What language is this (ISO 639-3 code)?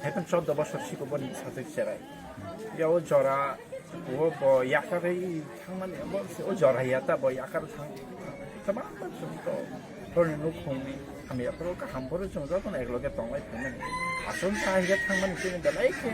trp